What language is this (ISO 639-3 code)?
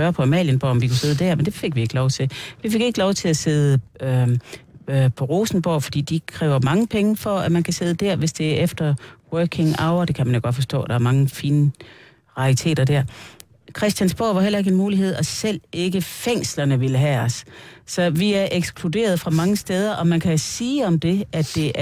dan